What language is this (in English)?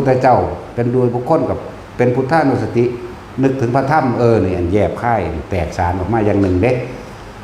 Northeastern Thai